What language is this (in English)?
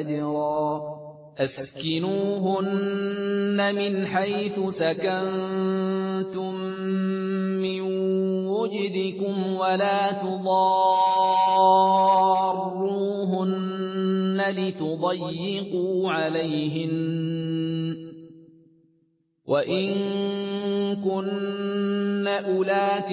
Arabic